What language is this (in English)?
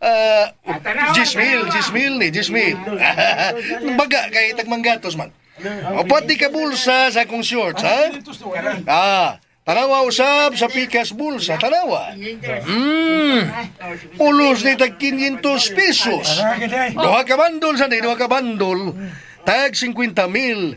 Cebuano